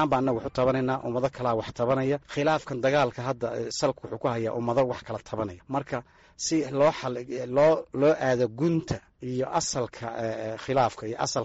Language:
Somali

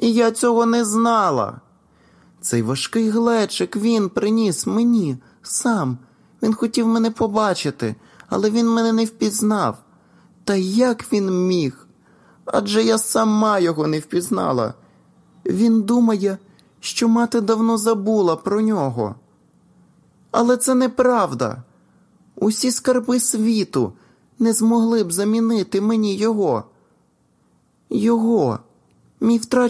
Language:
Ukrainian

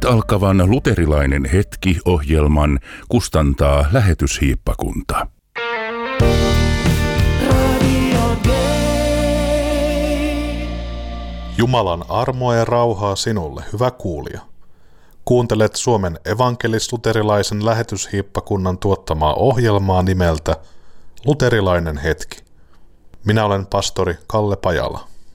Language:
Finnish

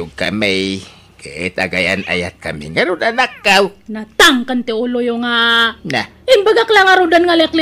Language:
Iloko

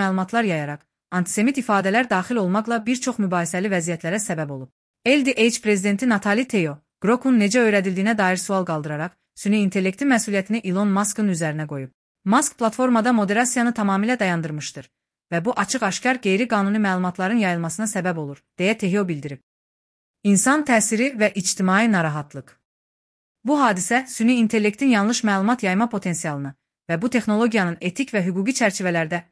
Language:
Azerbaijani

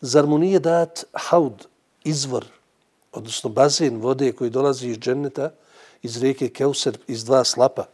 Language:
Bosnian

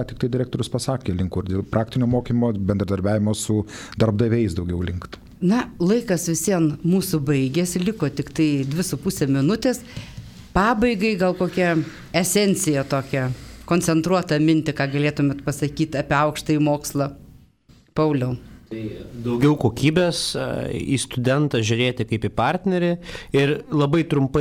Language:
Lithuanian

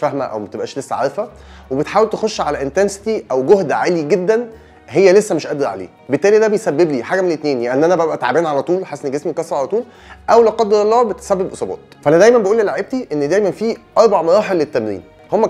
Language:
Egyptian Arabic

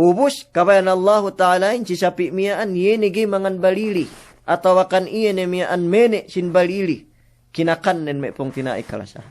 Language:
Yakan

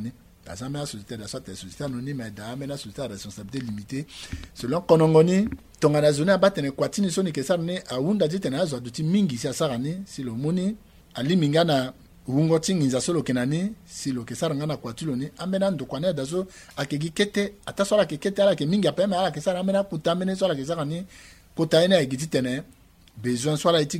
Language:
Sango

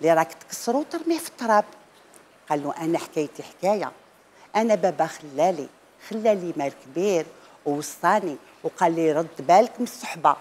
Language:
Algerian Arabic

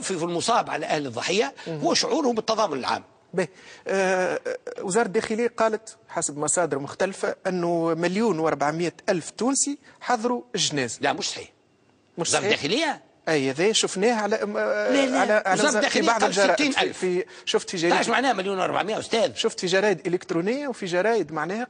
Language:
Tunisian Arabic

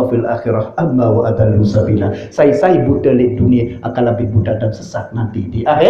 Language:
Sasak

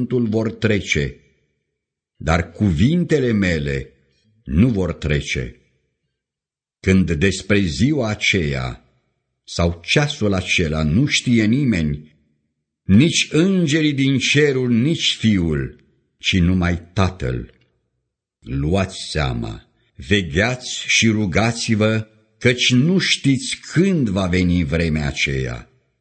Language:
Romanian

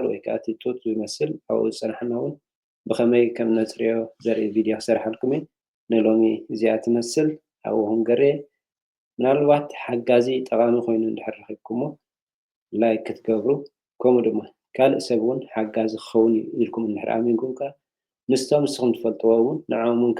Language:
Tigrinya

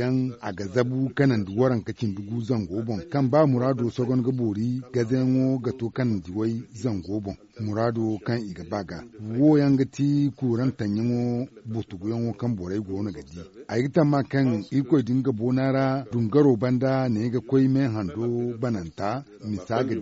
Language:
Zarma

